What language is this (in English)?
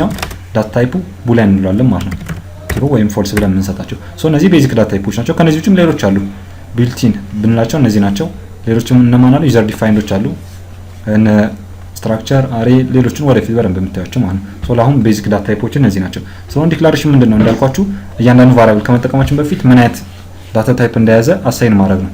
Amharic